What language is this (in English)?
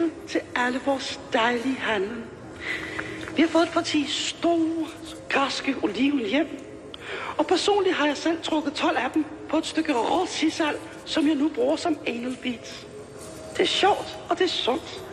Danish